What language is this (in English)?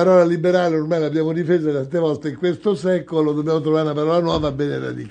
Italian